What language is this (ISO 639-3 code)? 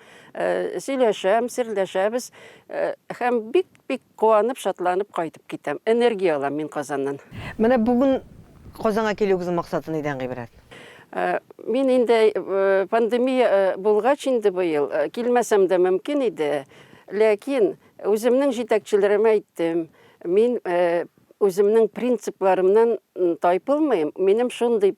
tat